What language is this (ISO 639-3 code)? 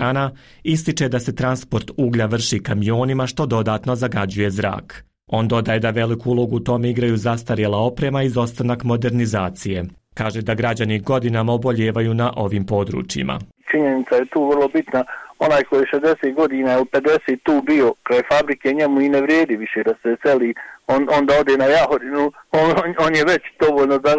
bos